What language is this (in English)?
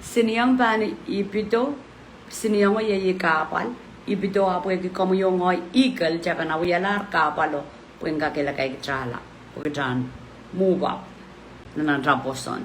Pohnpeian